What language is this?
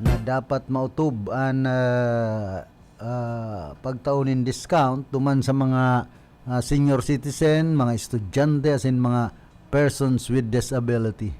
Bikol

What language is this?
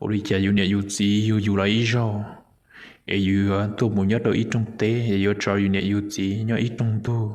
Hmong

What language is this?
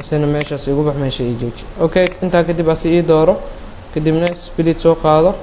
Somali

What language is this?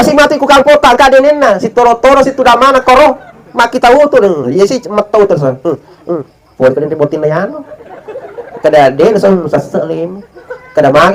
Buginese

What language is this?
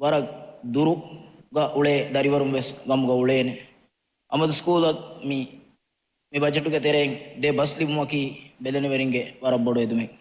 Divehi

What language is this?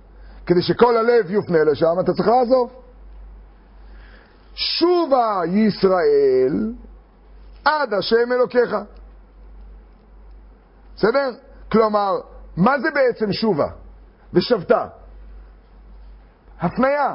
Hebrew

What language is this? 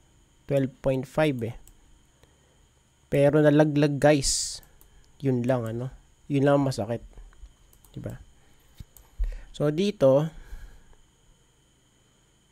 Filipino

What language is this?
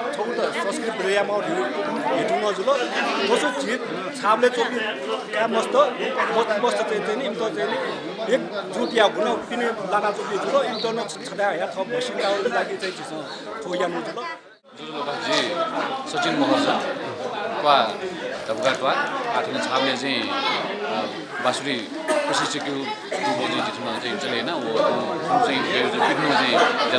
Newari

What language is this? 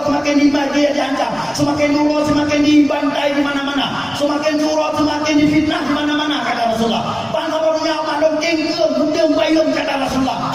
Achinese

